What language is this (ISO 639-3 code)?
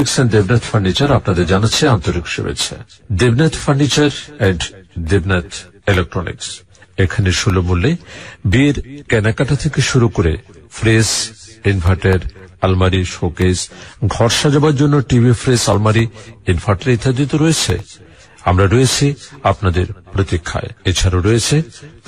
ben